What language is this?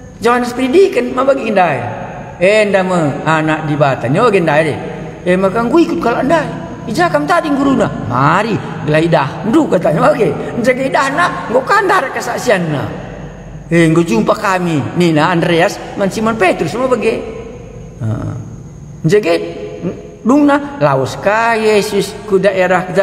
Batak Karo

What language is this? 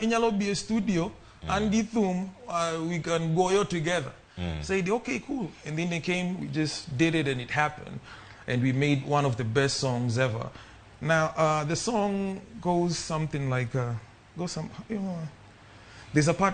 Luo (Kenya and Tanzania)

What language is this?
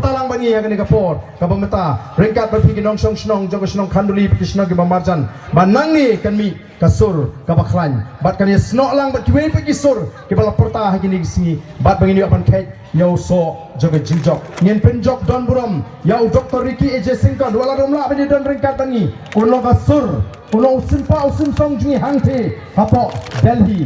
Khasi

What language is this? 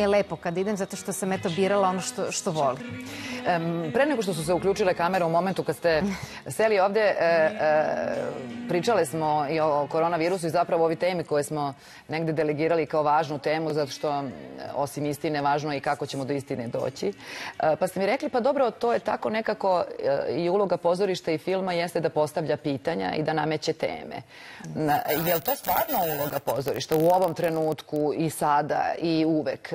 Serbian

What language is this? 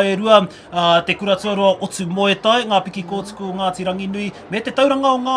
Māori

